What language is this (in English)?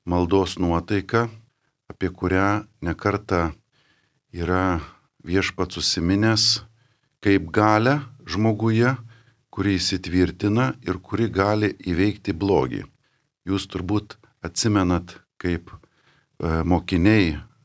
Lithuanian